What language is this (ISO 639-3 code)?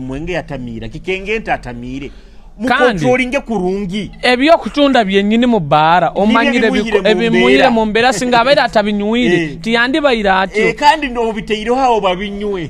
nyo